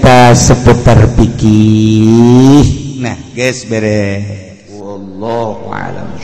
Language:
Sundanese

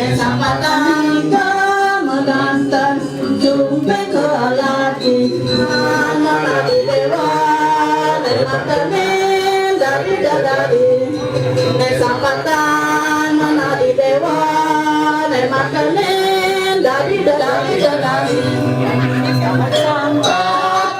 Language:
Balinese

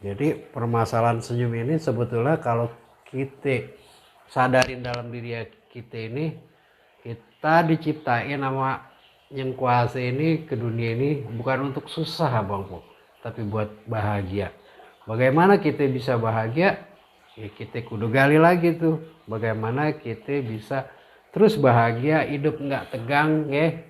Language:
Betawi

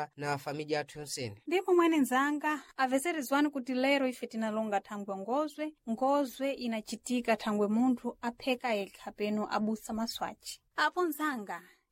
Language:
Sena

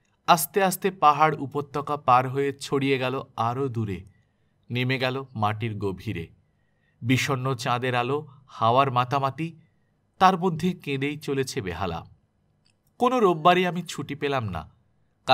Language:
Bangla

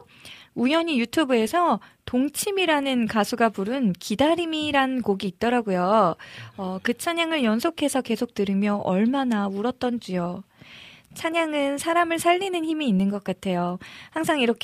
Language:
Korean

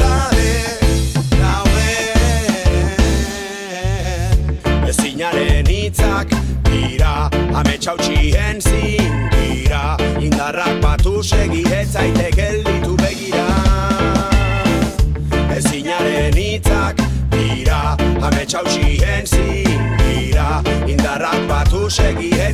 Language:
Basque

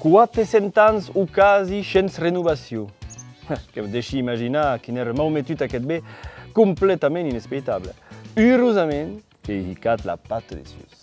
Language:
Occitan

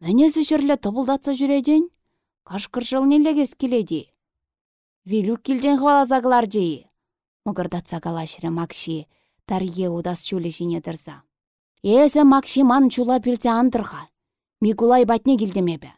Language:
Chuvash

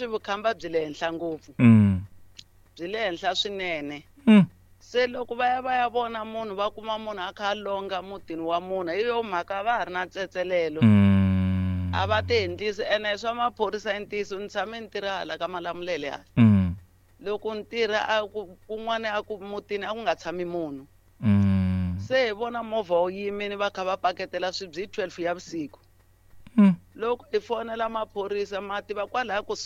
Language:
Tsonga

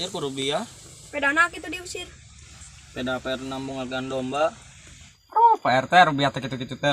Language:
Sundanese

